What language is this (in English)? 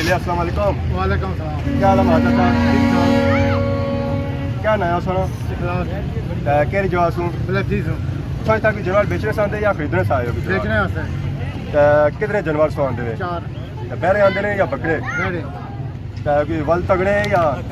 Pahari-Potwari